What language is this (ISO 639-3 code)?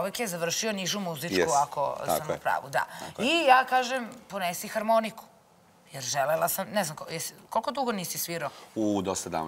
srp